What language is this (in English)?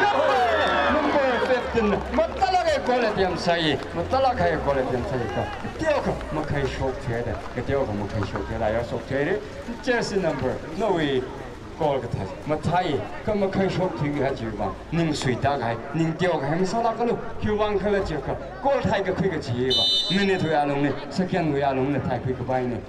Tangkhul Naga (India)